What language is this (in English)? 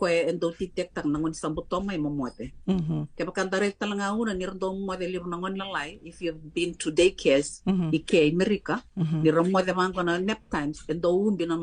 Fijian